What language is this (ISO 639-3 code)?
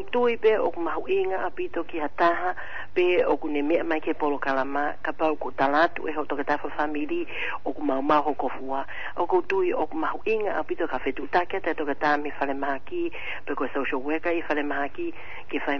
ton